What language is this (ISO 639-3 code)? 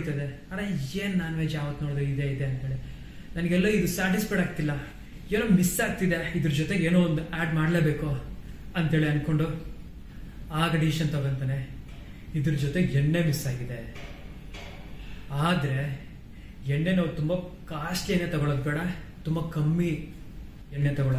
kan